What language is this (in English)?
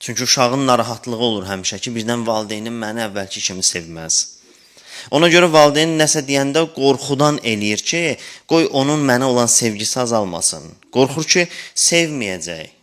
Azerbaijani